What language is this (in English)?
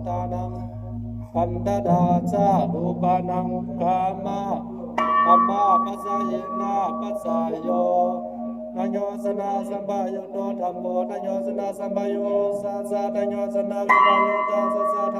Pali